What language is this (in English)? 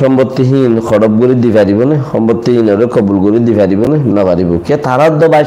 Rohingya